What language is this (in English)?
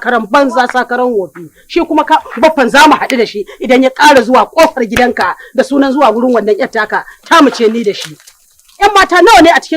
Hausa